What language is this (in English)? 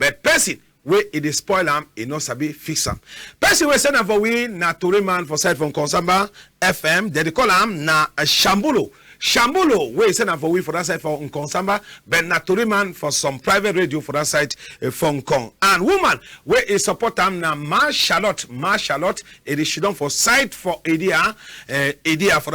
Cameroon Pidgin